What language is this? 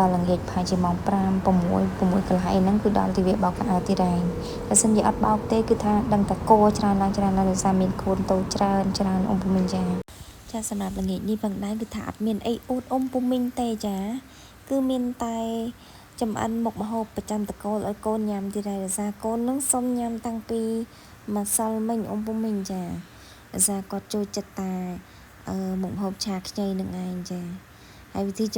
Khmer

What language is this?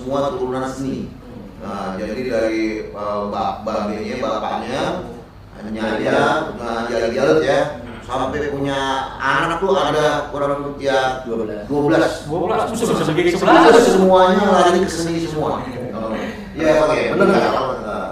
Betawi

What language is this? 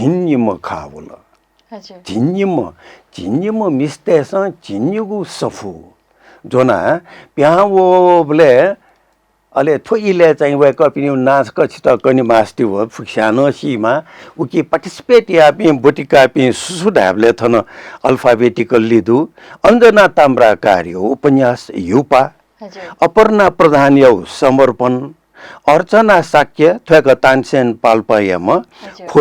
Newari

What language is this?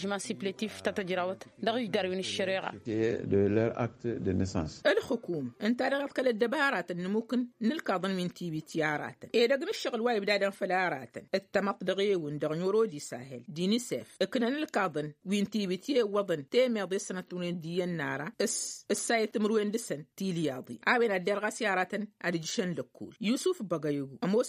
Tamasheq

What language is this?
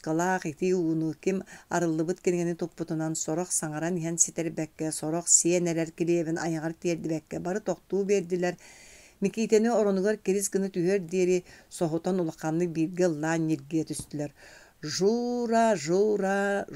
Yakut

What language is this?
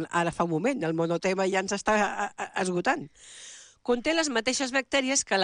Catalan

